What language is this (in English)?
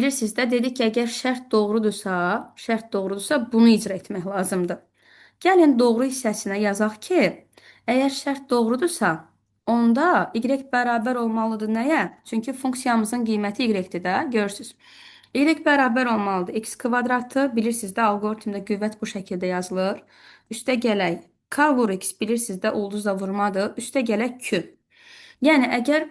Azerbaijani